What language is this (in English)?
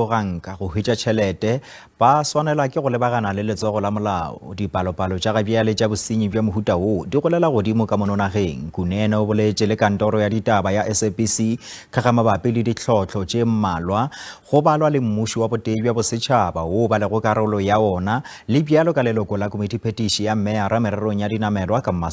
Northern Sotho